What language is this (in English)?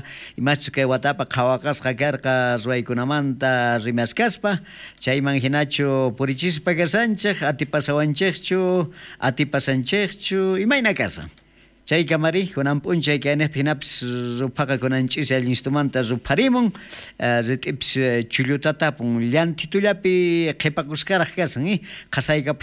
South Bolivian Quechua